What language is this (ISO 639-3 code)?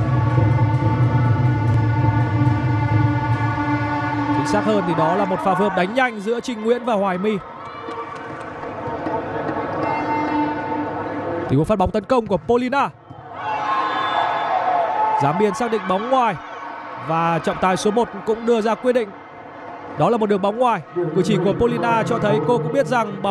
vie